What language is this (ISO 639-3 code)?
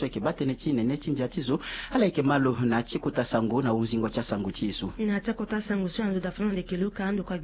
sag